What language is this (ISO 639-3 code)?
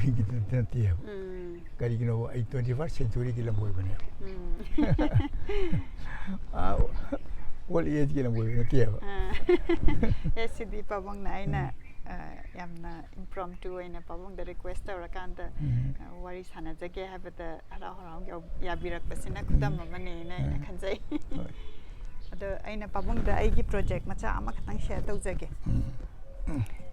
mni